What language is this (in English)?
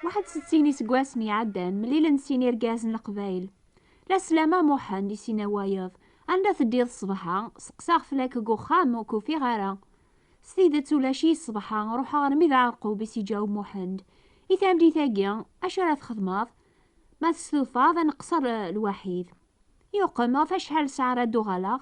Kabyle